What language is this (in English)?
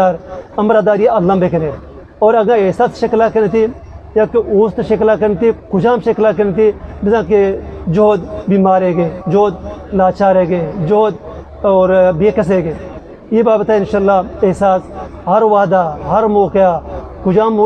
Eastern Balochi